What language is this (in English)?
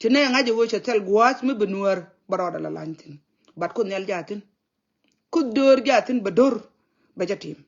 Nuer